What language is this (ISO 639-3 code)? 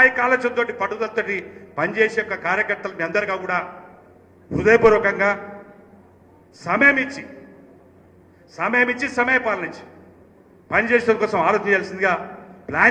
tel